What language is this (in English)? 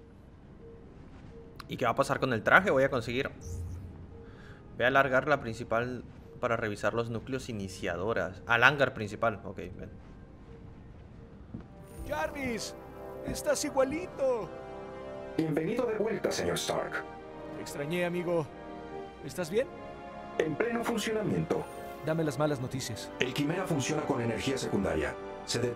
Spanish